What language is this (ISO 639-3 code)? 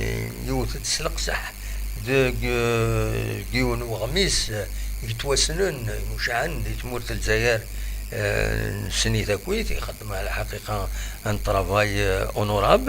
kab